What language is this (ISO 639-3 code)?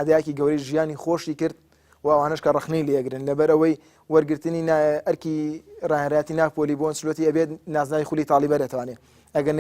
ckb